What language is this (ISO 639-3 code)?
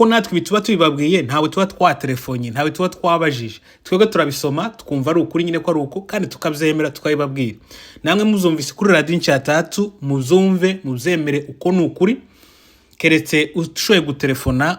kin